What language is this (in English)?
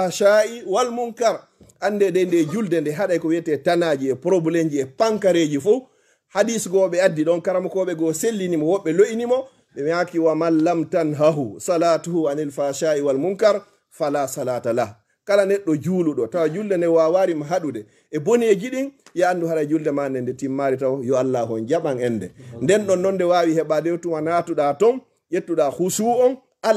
Fula